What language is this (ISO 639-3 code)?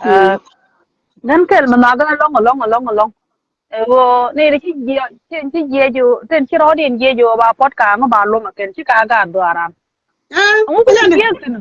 nus